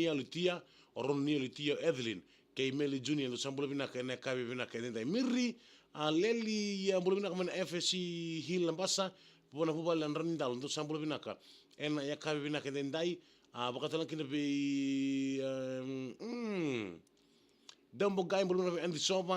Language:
Fijian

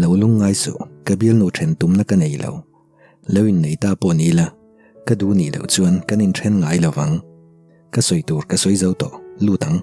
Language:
Mizo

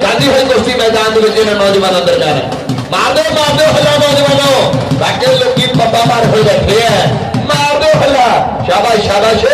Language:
Dogri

